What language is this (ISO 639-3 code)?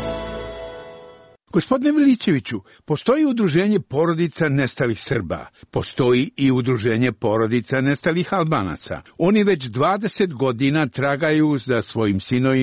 srp